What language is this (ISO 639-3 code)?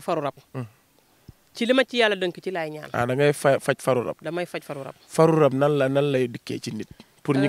wol